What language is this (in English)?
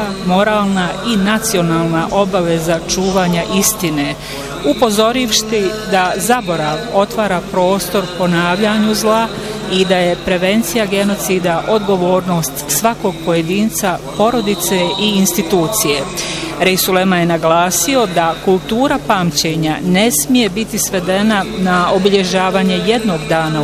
Bosnian